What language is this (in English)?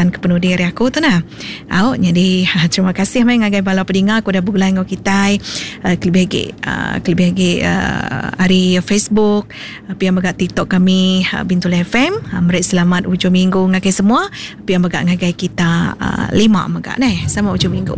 Iban